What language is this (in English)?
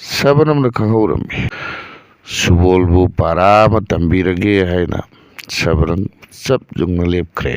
Manipuri